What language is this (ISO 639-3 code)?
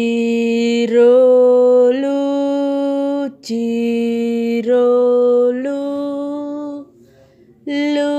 jav